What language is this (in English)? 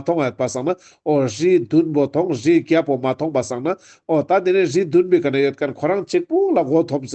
Ladakhi